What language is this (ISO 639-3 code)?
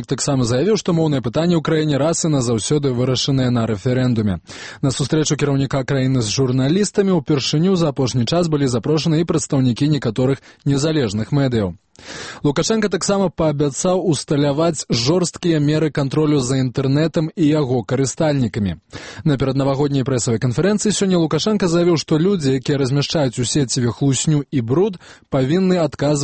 bel